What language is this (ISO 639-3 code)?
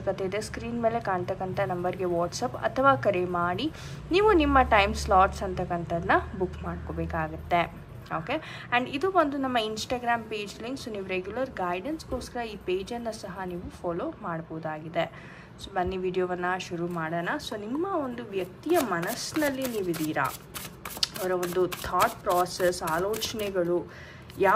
kan